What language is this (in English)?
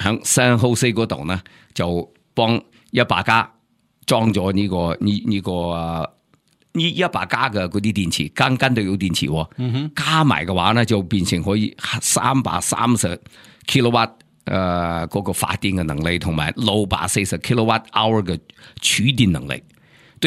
Cantonese